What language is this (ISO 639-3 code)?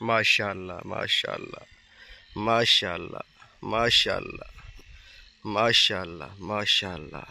skr